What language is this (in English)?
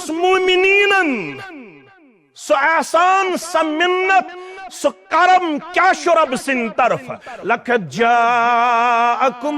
Kashmiri